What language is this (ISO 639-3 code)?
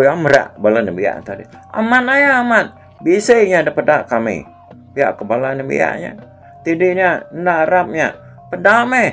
iba